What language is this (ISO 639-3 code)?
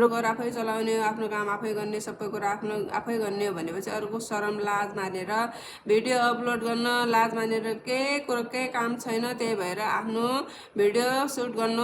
nep